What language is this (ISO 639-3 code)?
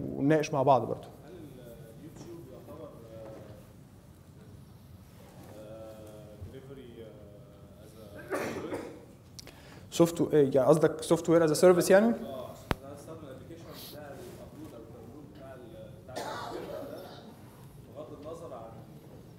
arz